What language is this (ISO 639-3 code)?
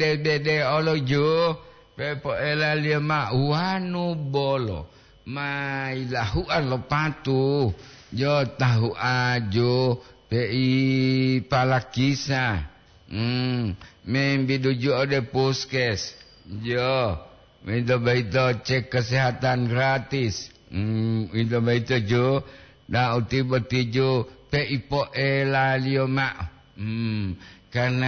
gor